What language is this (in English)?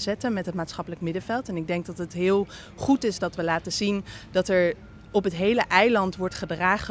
Papiamento